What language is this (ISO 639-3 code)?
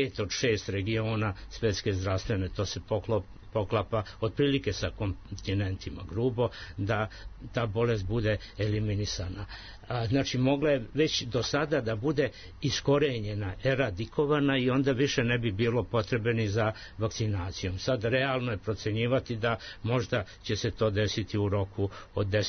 srp